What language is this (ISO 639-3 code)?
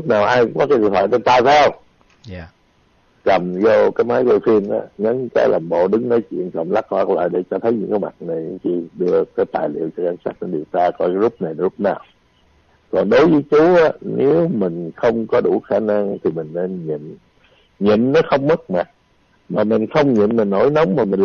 vie